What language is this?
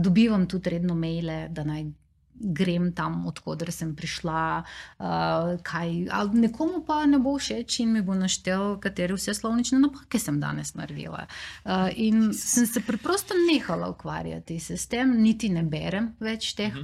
Slovenian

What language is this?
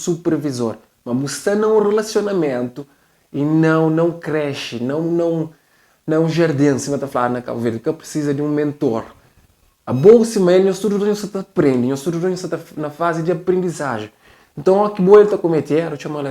Kabuverdianu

